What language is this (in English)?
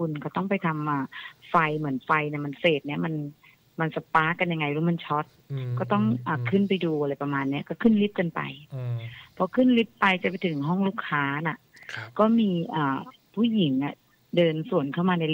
Thai